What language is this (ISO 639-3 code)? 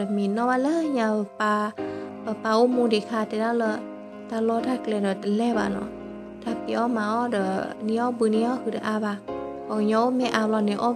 ksw